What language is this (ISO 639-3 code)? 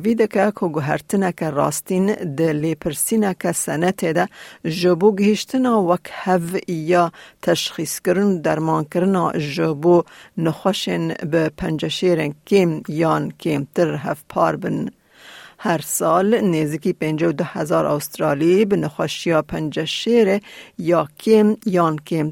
kur